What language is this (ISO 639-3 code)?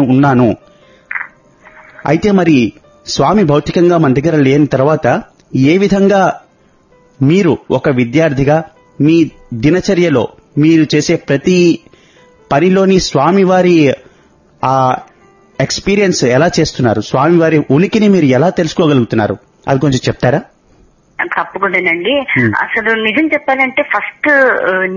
tel